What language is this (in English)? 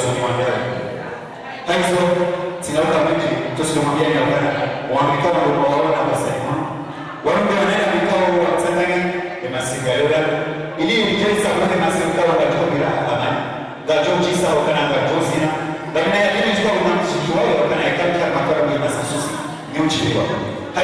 Swahili